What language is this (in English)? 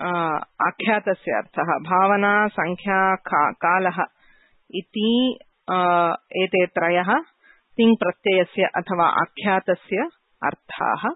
Sanskrit